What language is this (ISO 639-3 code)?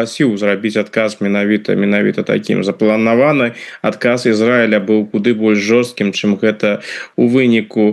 bel